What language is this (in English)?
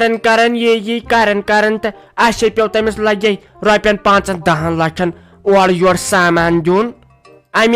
Kashmiri